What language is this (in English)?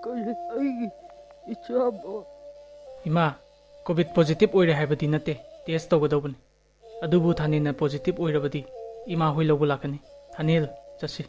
Manipuri